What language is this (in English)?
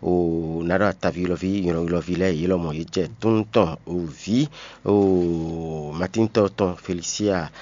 Fon